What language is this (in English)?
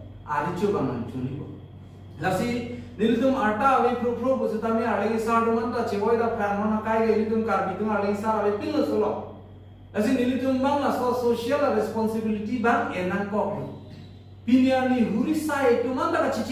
Karbi